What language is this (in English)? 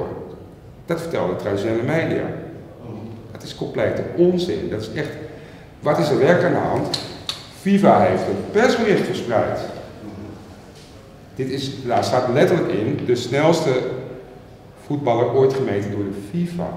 Dutch